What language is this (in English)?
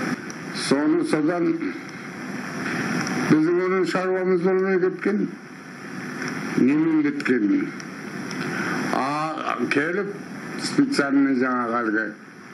Kazakh